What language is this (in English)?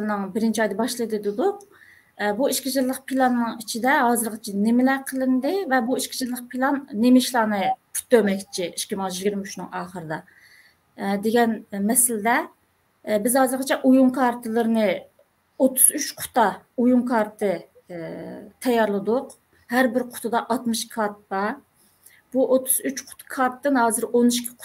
Uyghur